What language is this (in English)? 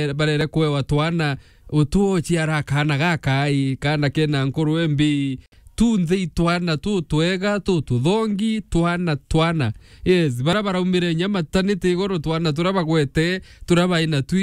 Meru